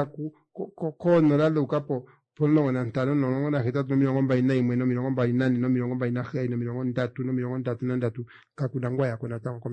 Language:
Kuanyama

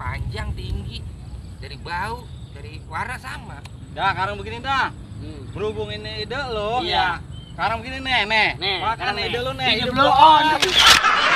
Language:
Betawi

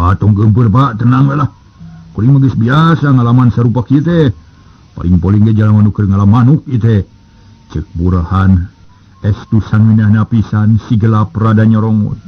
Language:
Sundanese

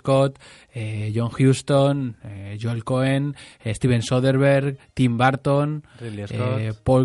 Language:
Catalan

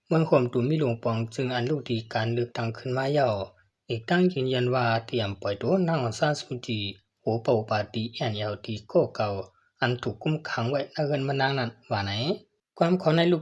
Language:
Shan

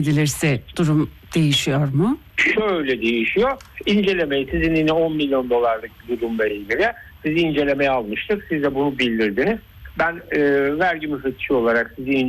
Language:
Turkish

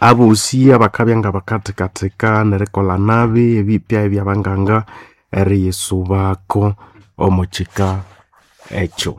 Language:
Nande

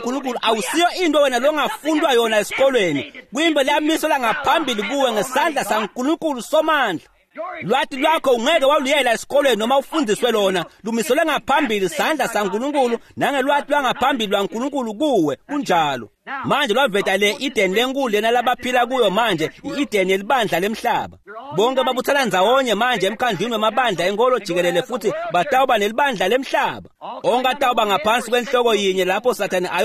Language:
Swati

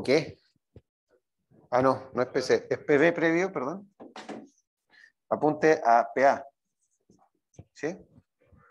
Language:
Spanish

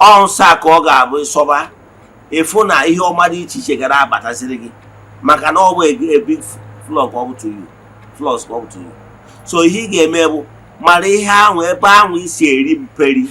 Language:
Igbo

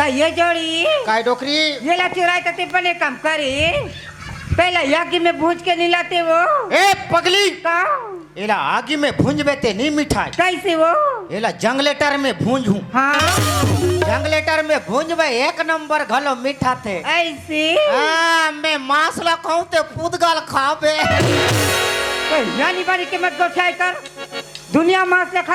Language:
Chhattisgarhi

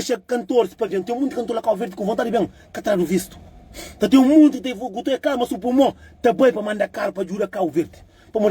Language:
Kabuverdianu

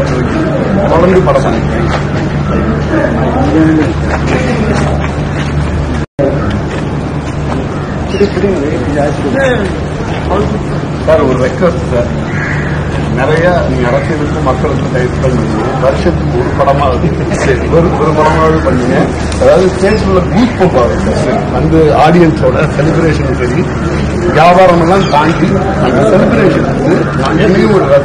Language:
Tamil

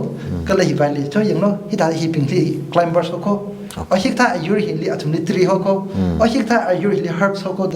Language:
Tangkhul Naga (India)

